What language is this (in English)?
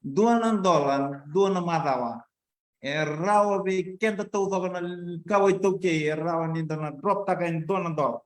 Fijian